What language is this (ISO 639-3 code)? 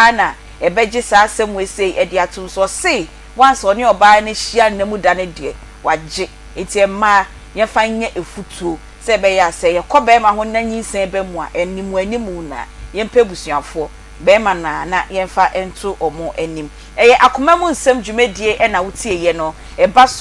aka